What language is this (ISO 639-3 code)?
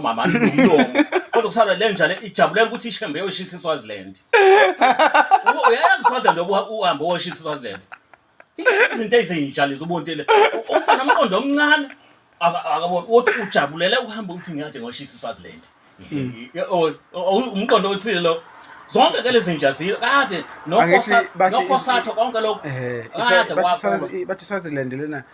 zul